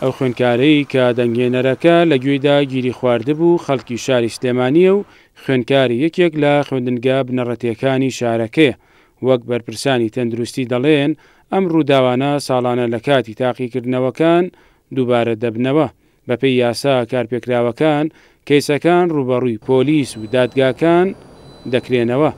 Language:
Central Kurdish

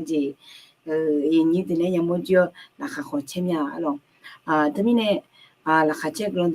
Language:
Akha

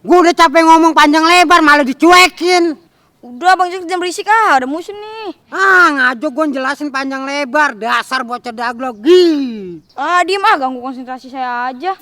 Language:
Betawi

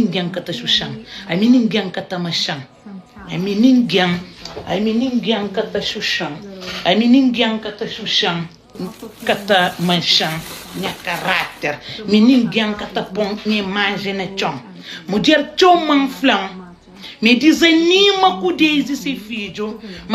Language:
Kabuverdianu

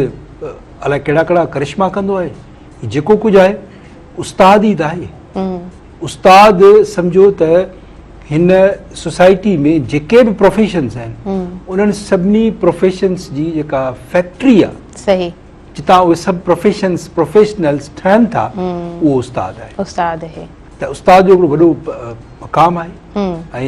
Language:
Sindhi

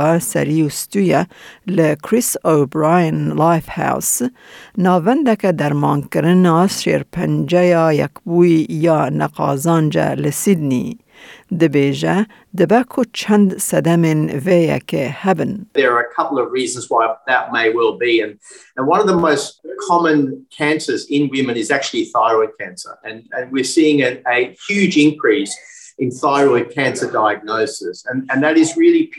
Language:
Kurdish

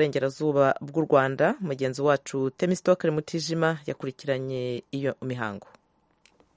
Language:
Kinyarwanda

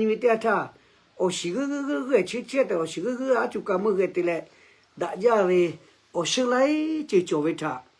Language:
Lahu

